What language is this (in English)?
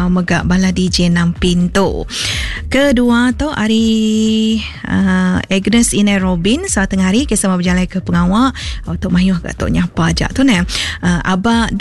Iban